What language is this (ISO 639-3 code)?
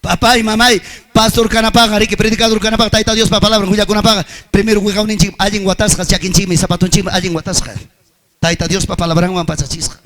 quy